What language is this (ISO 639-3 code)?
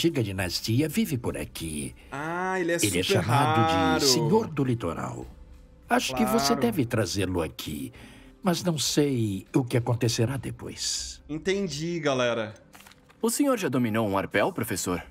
por